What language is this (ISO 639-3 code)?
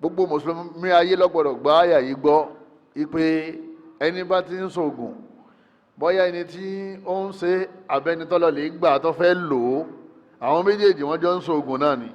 yor